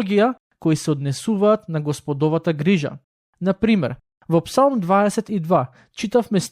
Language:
Macedonian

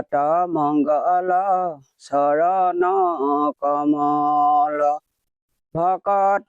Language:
Assamese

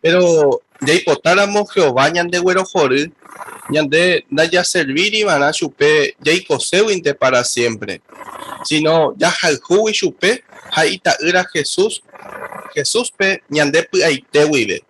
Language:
Guarani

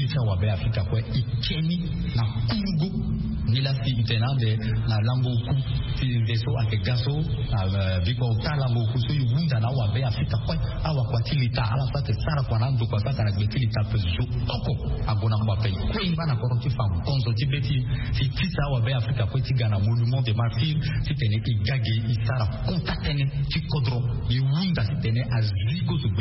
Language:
Sango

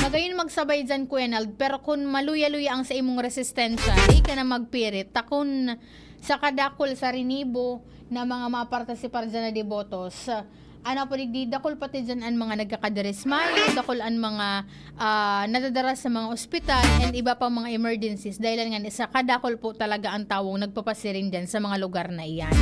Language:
Bikol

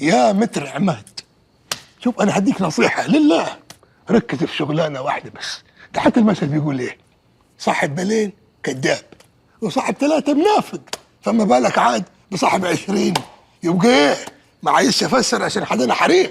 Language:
Egyptian Arabic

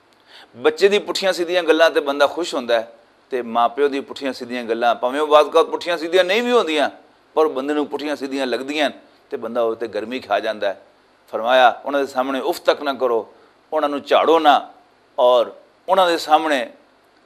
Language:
Western Panjabi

